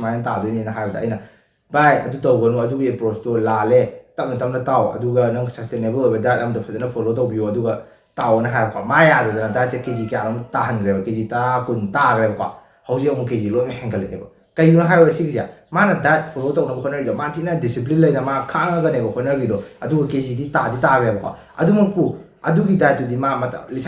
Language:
Manipuri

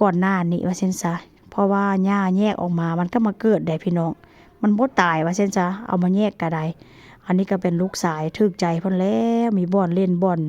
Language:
Northeastern Thai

